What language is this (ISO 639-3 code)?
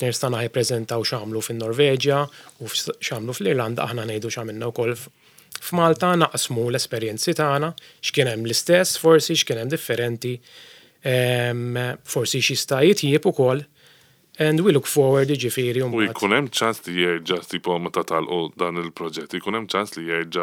mlt